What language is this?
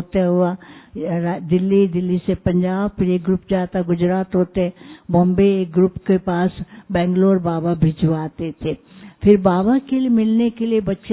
Hindi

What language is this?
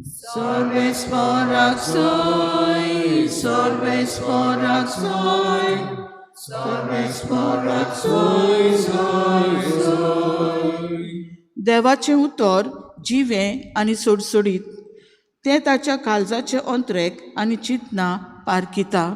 Konkani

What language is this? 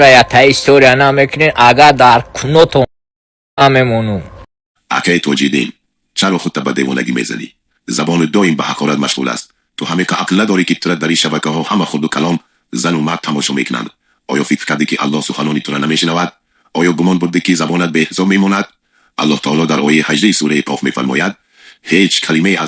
Tajik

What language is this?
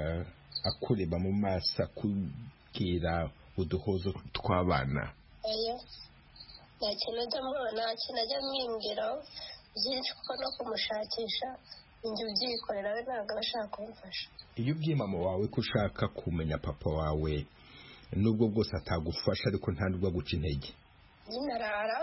Kinyarwanda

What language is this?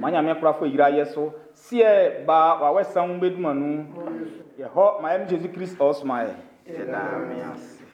Baoulé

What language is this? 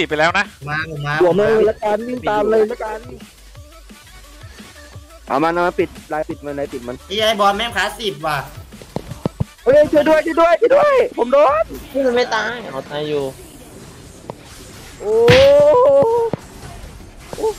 Thai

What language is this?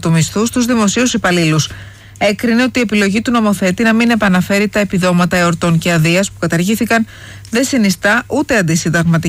Greek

